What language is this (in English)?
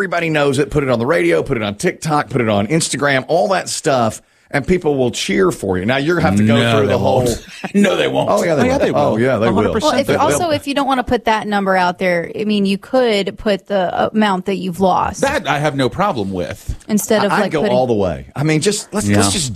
English